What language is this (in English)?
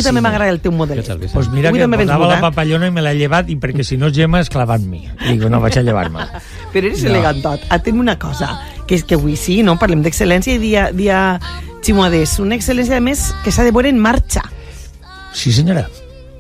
Catalan